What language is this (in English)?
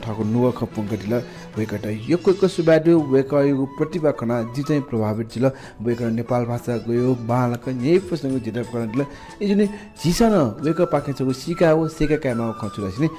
Newari